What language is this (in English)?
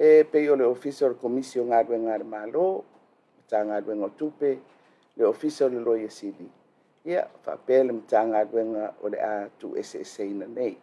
Samoan